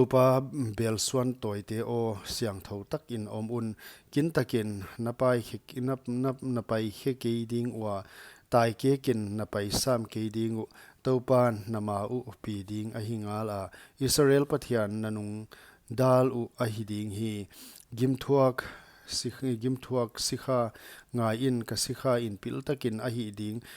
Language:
Paite Chin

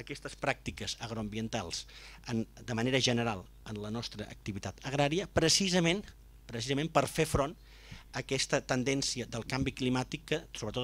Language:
Catalan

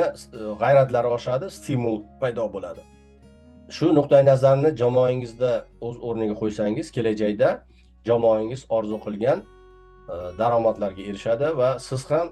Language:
Uzbek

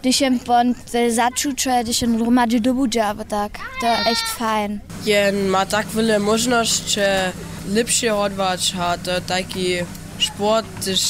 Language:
Upper Sorbian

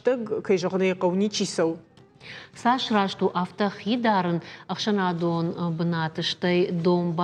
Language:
Ossetic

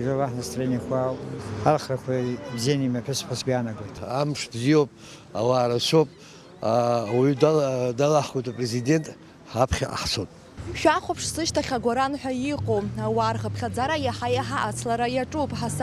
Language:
Abkhazian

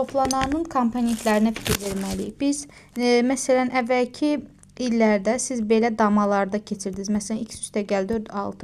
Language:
Azerbaijani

